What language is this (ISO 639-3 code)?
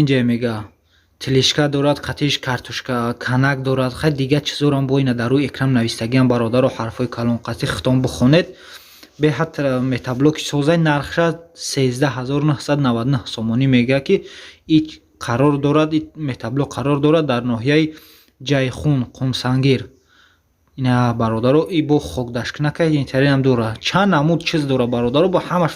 tgk